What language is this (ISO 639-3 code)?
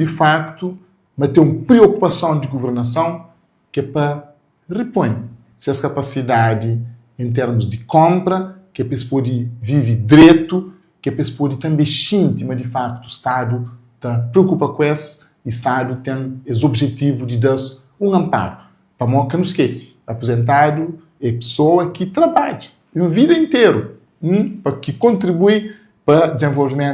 kea